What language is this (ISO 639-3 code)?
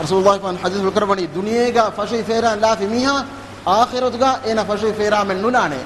div